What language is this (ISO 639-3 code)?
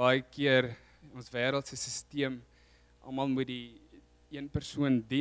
afr